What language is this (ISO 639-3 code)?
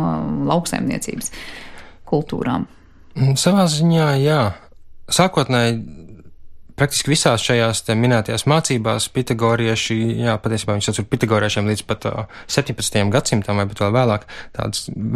lav